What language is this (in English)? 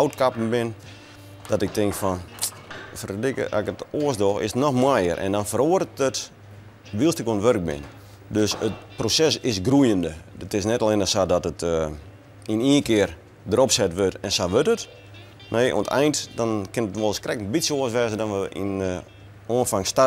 Western Frisian